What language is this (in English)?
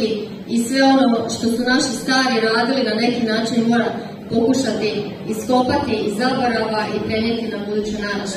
Croatian